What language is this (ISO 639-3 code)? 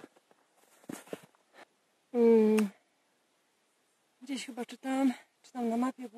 pol